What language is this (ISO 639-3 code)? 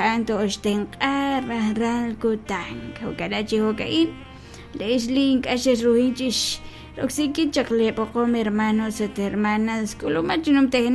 kek